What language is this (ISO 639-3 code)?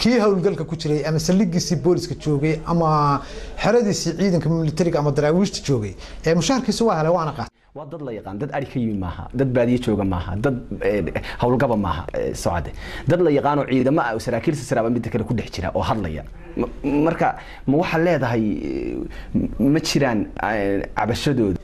som